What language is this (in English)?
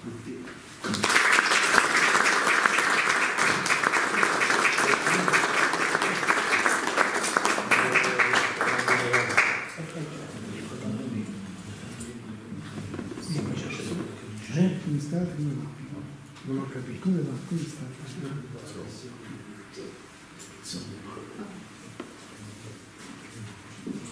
Italian